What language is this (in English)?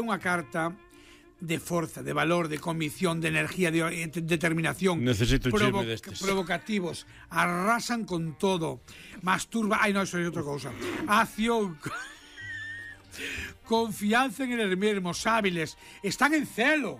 Galician